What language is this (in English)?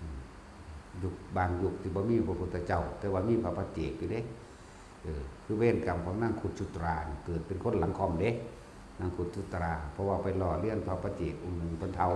Northeastern Thai